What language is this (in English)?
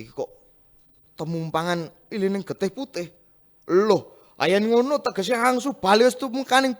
Javanese